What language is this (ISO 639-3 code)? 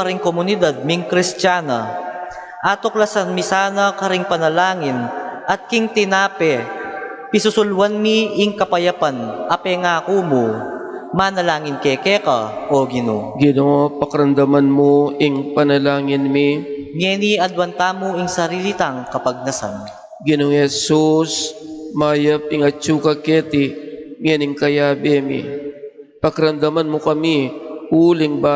pam